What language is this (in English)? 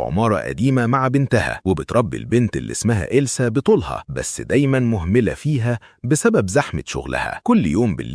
Egyptian Arabic